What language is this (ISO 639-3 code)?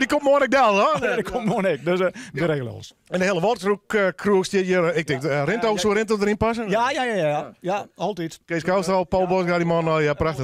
fry